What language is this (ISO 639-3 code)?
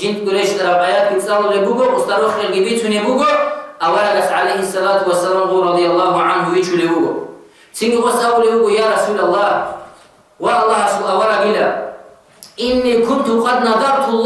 ava